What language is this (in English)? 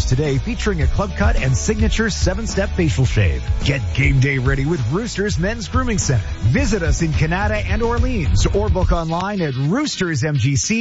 English